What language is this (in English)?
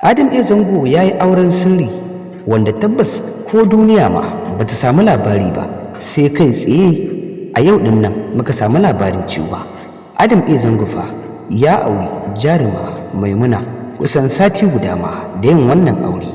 Hausa